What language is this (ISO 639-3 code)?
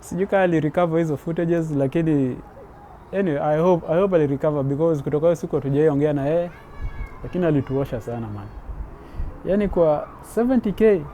swa